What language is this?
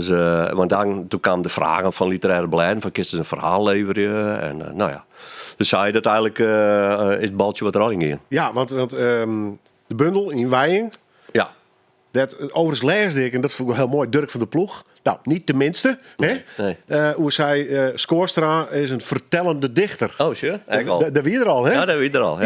Western Frisian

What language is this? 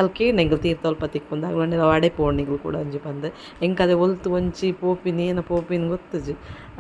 Tulu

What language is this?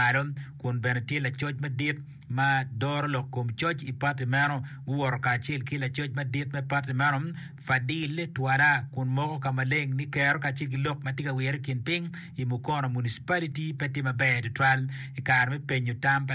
Acoli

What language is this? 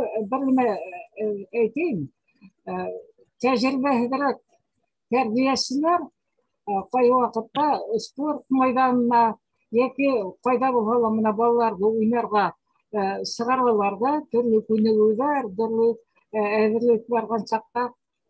Bashkir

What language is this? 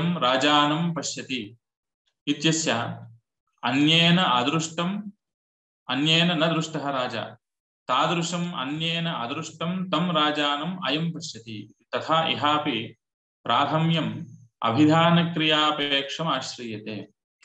Sanskrit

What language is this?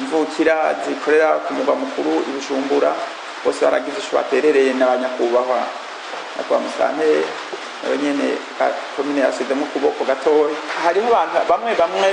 Rundi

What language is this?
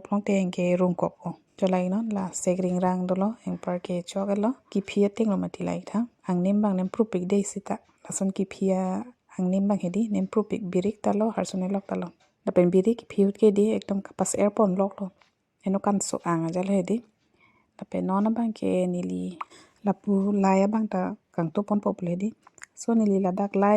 Karbi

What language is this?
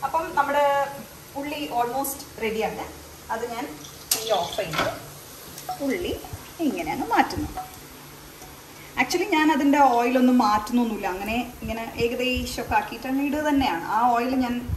Malayalam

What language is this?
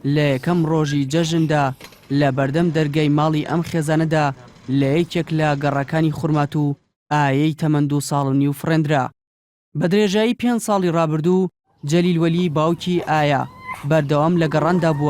Central Kurdish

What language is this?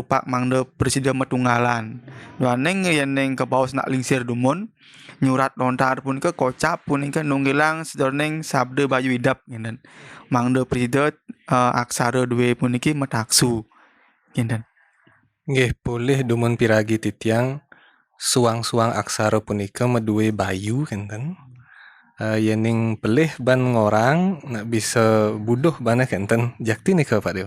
Balinese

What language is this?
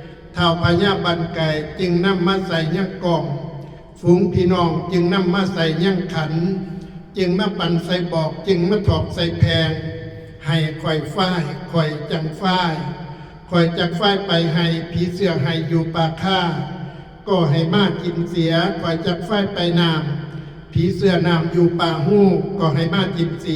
Northeastern Thai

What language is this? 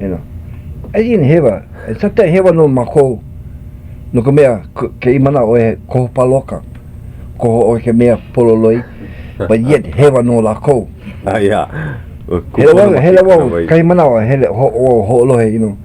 Hawaiian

